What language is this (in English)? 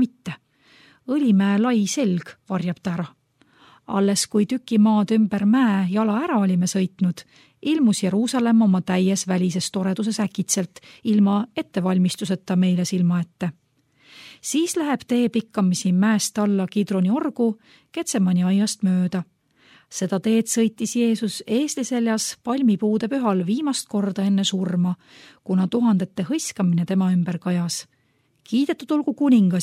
Estonian